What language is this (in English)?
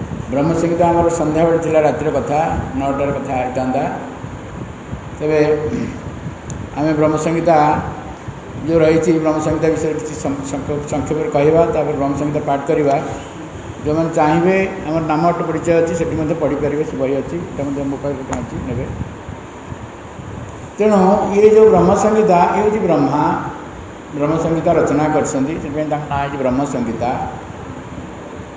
Odia